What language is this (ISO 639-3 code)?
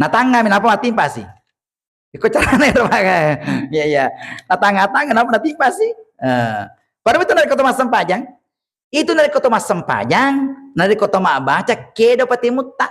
bug